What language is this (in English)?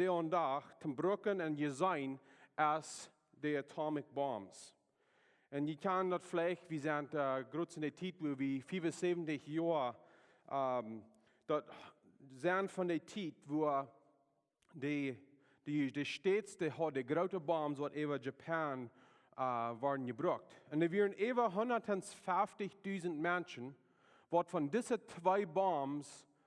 Plautdietsch